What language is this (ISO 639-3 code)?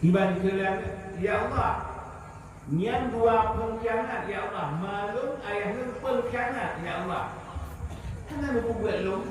ace